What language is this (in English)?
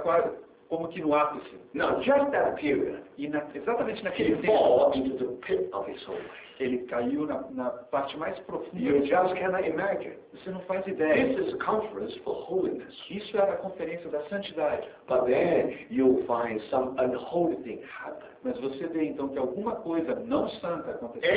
Portuguese